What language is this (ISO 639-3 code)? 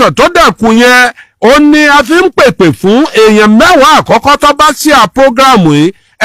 yor